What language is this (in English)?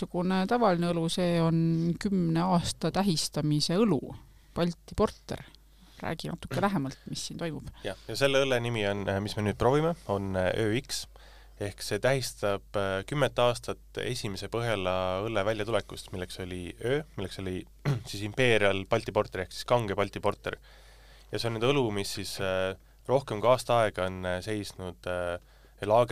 Estonian